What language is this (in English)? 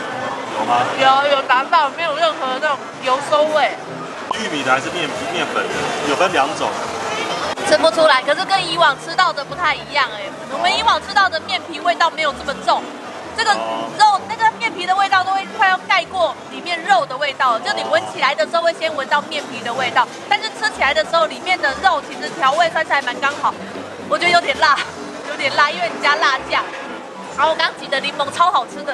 Chinese